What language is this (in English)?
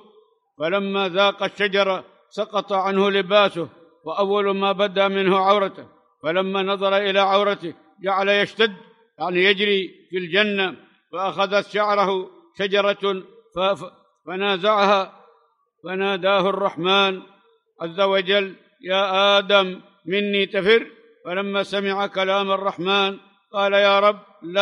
Arabic